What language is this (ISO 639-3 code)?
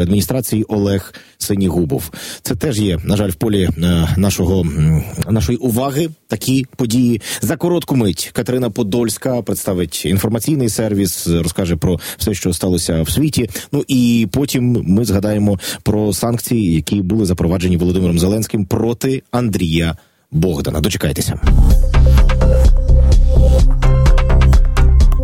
ukr